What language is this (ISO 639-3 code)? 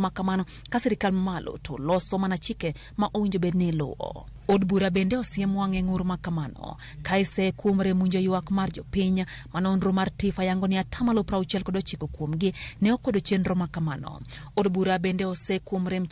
luo